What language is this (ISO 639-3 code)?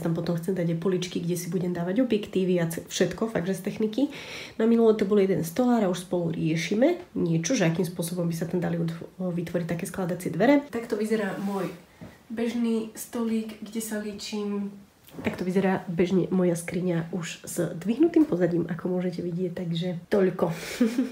slk